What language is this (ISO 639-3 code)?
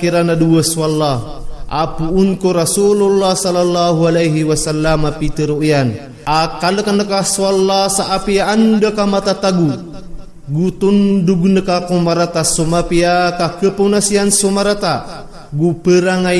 mrw